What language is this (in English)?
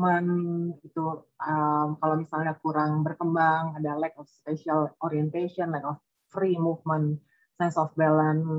Indonesian